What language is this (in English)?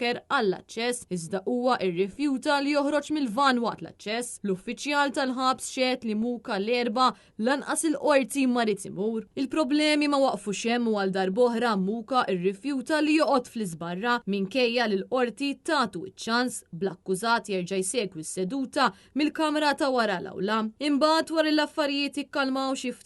Maltese